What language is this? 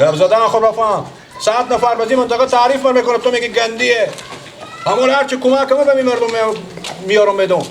Persian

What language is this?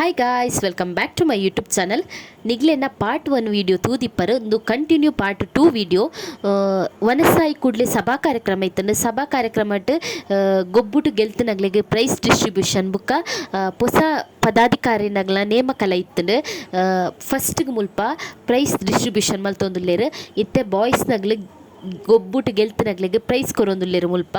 Tulu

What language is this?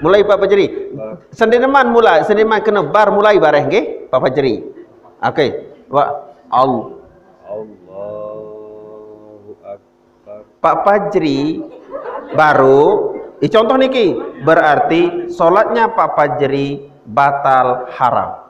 Sasak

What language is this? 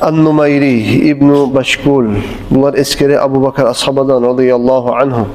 Kumyk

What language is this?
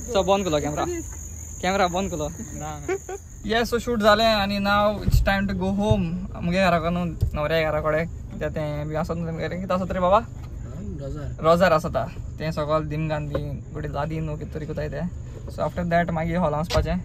Konkani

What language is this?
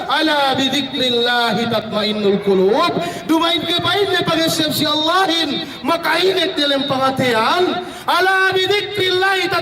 Yakan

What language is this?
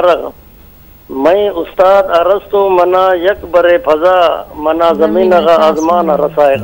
Eastern Balochi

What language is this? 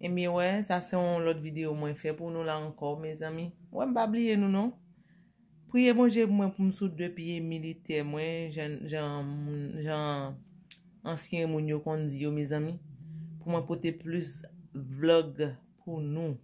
Haitian Creole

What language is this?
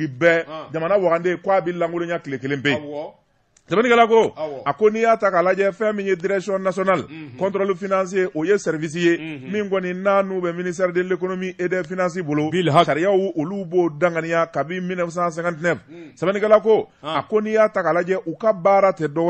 Bambara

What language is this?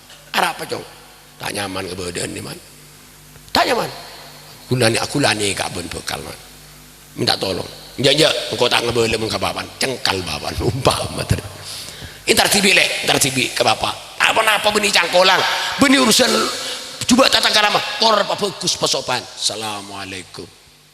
Madurese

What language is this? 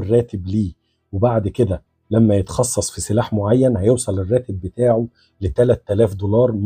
Egyptian Arabic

